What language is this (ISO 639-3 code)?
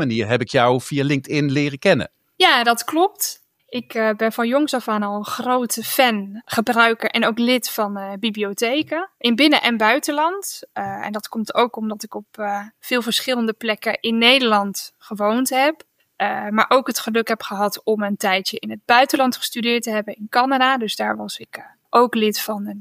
nld